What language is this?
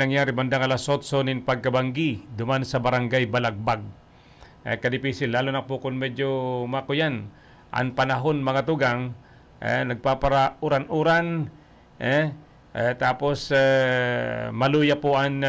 Bikol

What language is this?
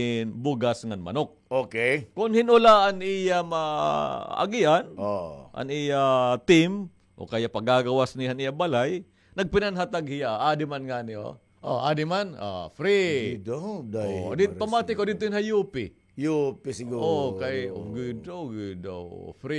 Waray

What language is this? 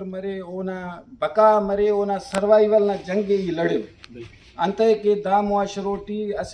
Brahui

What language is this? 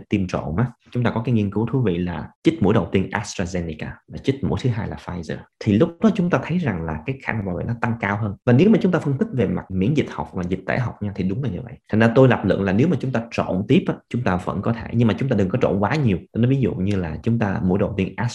Vietnamese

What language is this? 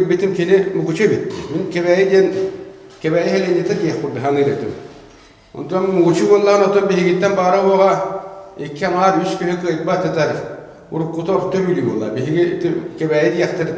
Yakut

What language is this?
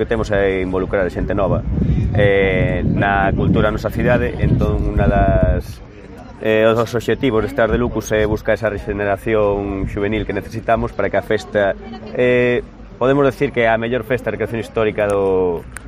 Galician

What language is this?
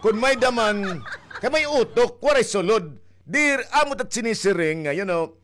Waray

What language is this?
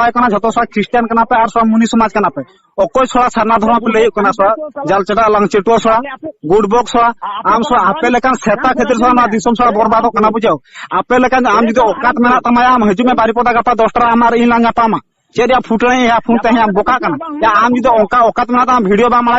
Santali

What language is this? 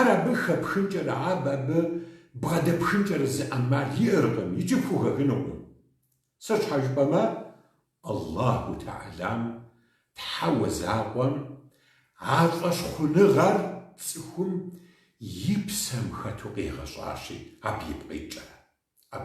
Kabardian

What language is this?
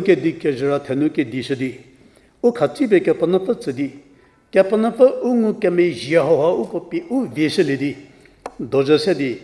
Angami Naga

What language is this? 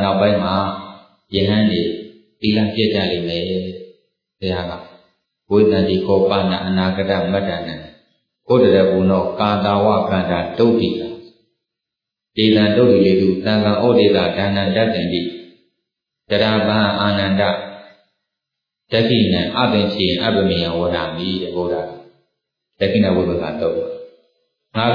Burmese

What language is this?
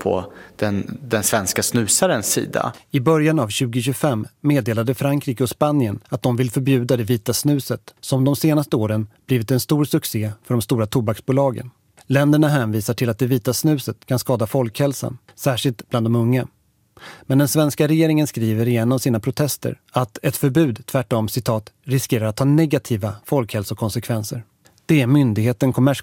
Swedish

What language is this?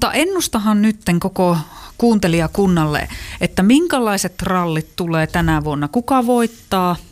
Finnish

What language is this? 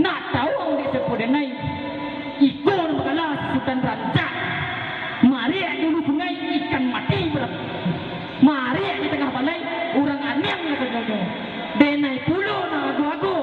Minangkabau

